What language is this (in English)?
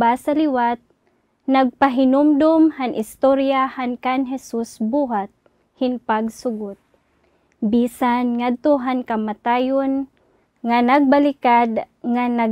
Waray